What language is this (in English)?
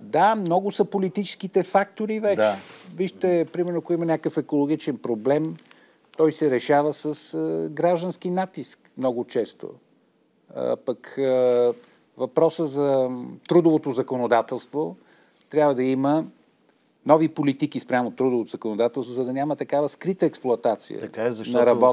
Bulgarian